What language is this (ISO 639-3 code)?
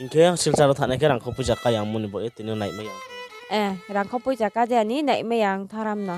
ria